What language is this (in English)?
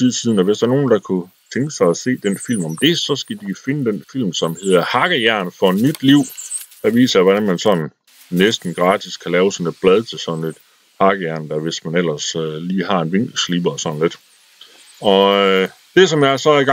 Danish